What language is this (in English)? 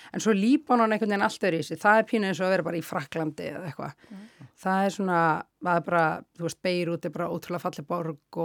Icelandic